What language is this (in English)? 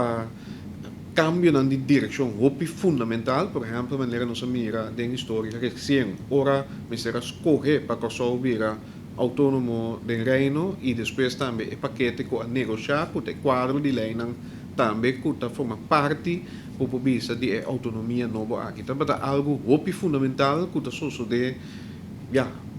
Papiamento